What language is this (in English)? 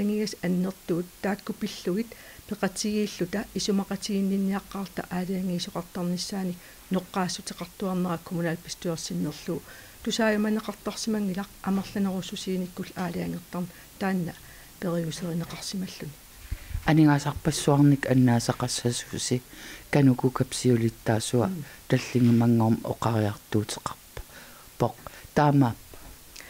Kalaallisut